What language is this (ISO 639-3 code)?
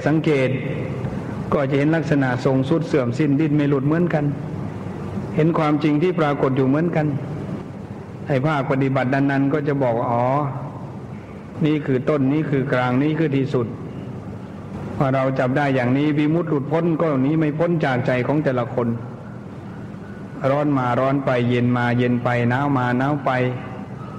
tha